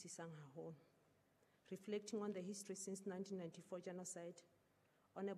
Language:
Southern Sotho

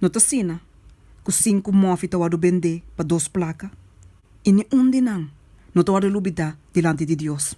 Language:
Papiamento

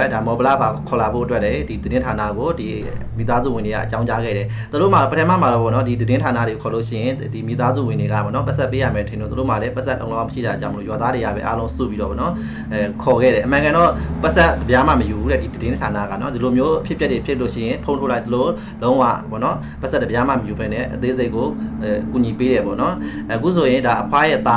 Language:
Burmese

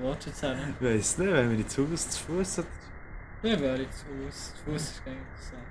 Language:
Swiss German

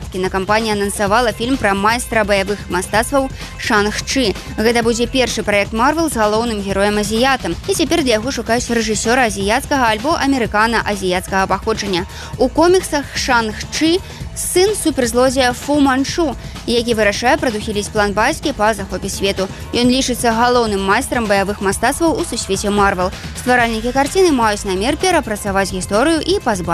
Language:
Belarusian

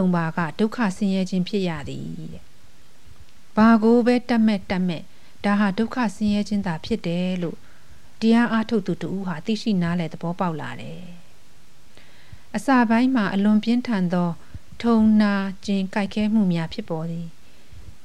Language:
Burmese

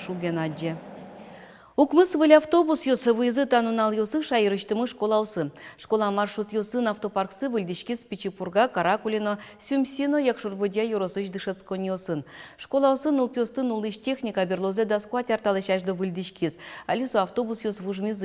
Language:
Udmurt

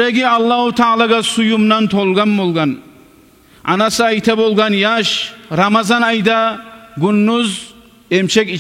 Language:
Kumyk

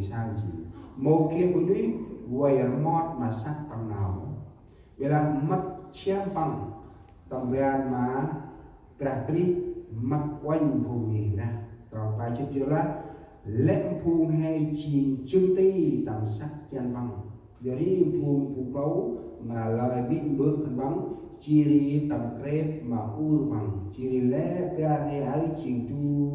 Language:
Central Mnong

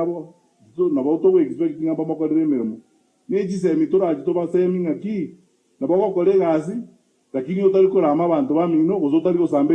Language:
Gusii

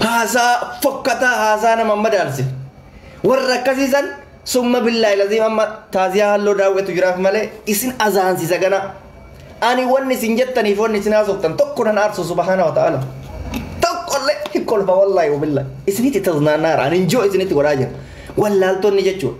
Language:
Oromo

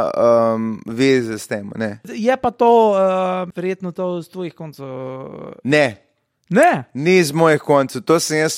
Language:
Slovenian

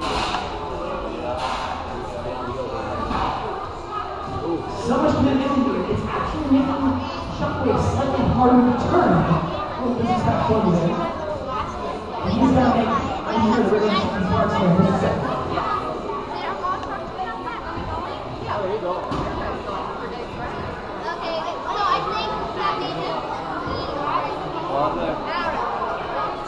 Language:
English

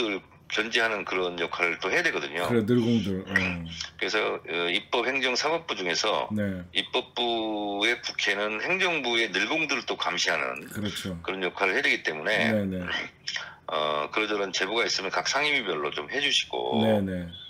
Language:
Korean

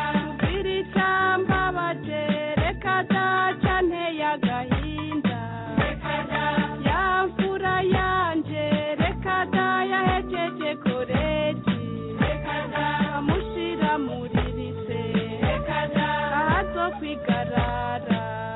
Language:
Kinyarwanda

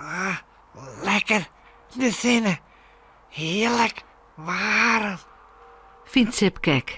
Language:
Western Frisian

